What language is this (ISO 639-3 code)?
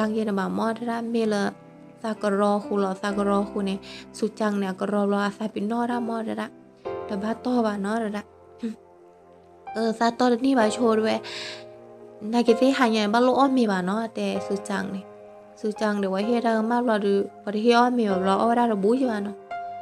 ksw